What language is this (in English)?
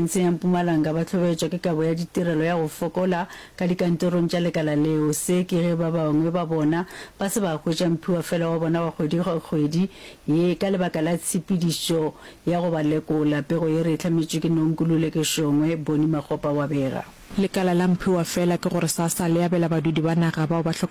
Northern Sotho